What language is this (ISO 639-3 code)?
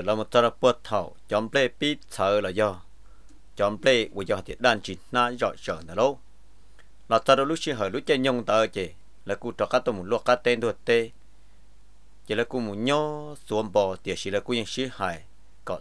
vie